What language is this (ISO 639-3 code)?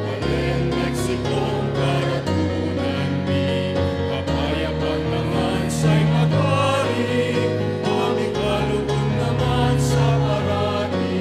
pam